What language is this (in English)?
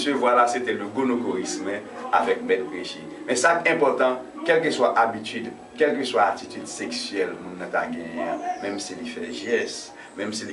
Haitian Creole